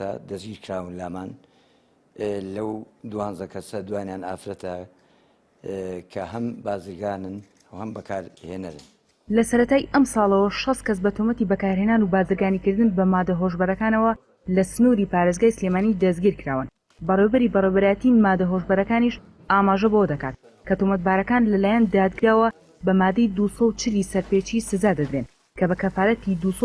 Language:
Central Kurdish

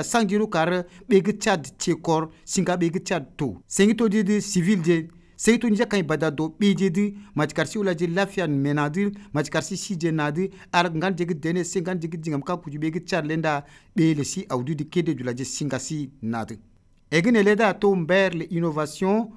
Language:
Albanian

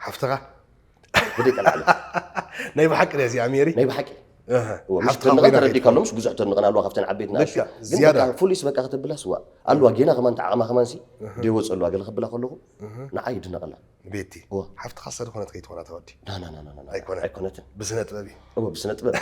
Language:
Tigrinya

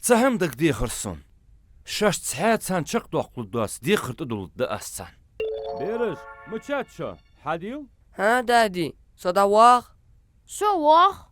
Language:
Ingush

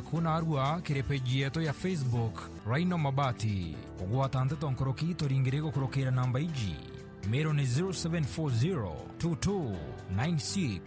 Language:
Meru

